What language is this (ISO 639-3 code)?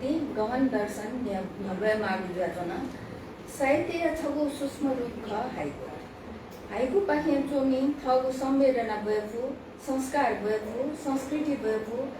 new